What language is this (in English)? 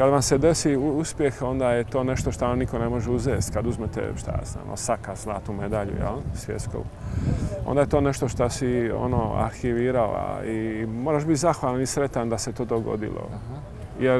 Croatian